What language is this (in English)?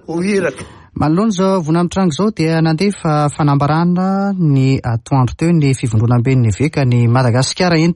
Malagasy